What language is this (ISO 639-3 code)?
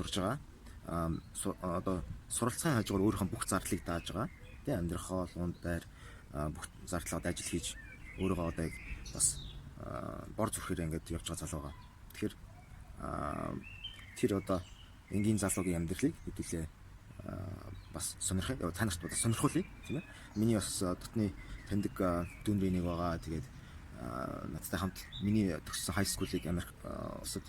mon